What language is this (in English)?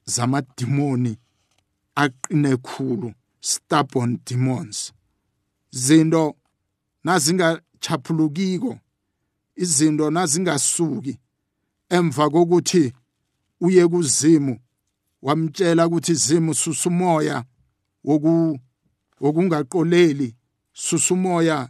South Ndebele